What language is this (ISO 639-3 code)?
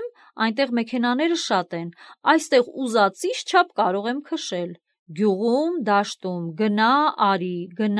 hye